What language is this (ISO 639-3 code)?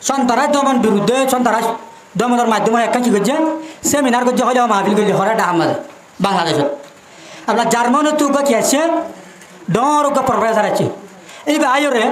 rhg